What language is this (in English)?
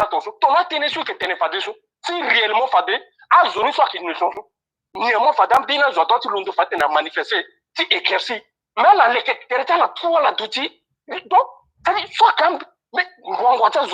Sango